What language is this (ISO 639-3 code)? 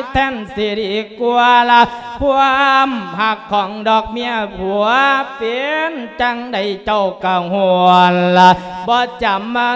lao